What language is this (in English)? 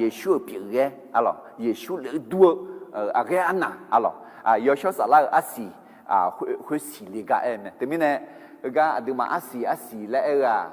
Akha